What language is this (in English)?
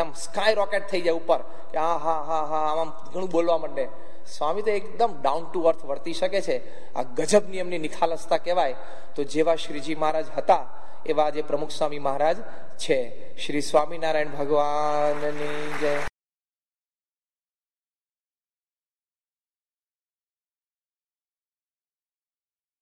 Gujarati